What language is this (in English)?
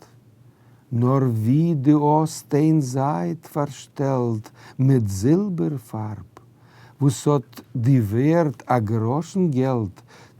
Yiddish